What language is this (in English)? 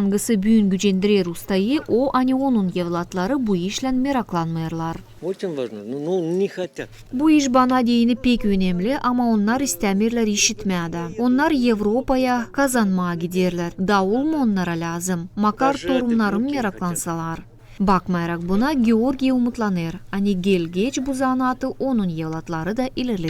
Gagauz